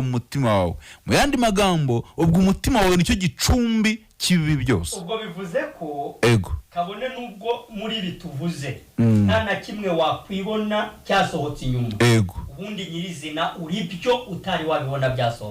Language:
Kinyarwanda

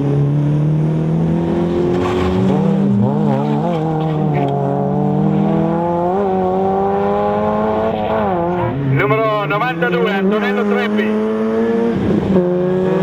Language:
Italian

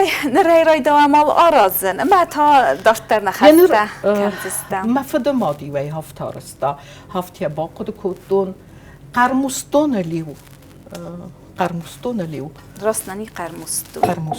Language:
Ossetic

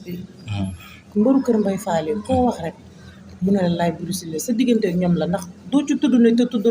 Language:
Wolof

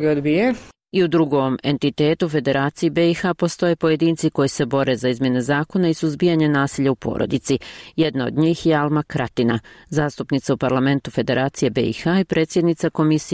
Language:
Bosnian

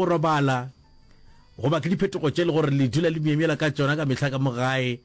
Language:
Northern Sotho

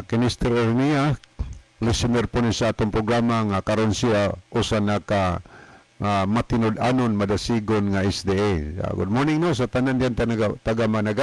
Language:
Cebuano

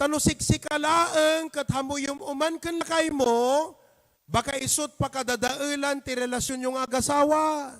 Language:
Iloko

